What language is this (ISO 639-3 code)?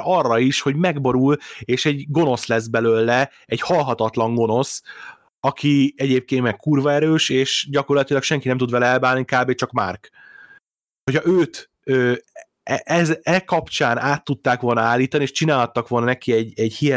hun